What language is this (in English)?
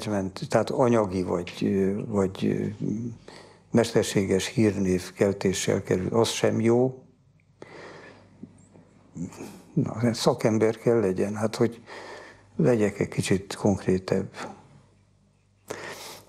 Hungarian